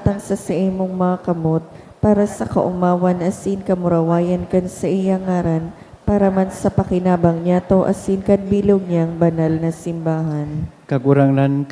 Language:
Bikol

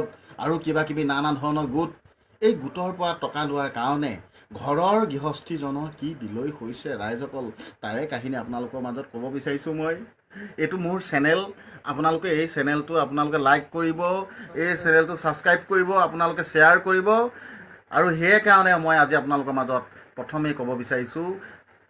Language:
Assamese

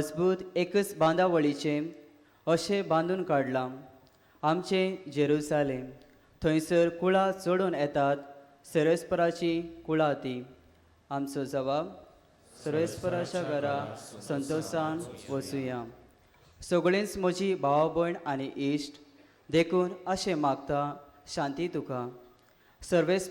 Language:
Konkani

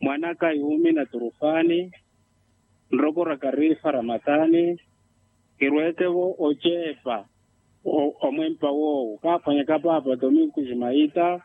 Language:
Makhuwa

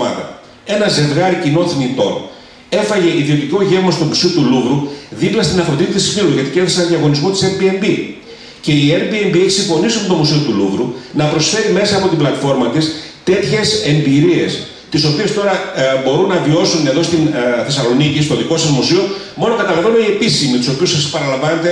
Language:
Greek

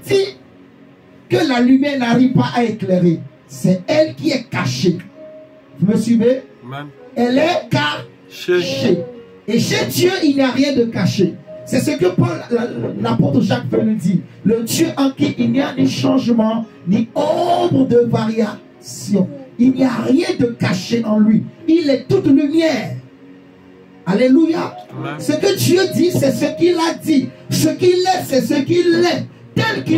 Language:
French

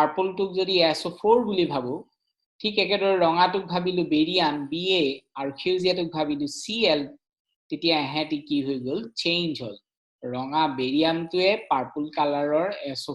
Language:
Assamese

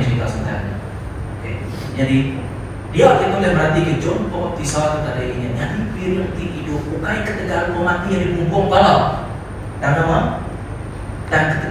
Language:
Iban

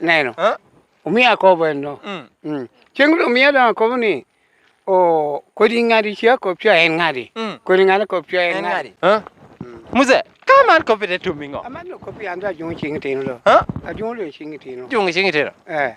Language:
Lango (Uganda)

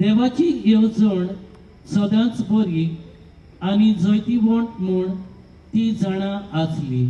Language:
Konkani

